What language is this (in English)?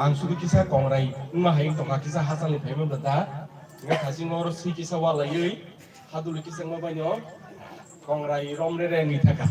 Kok Borok